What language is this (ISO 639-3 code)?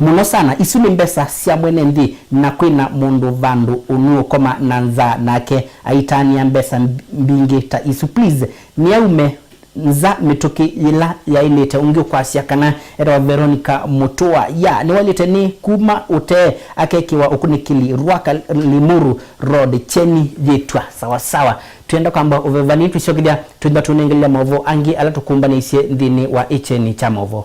kam